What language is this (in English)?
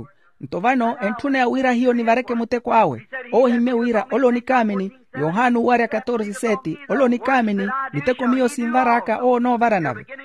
Makhuwa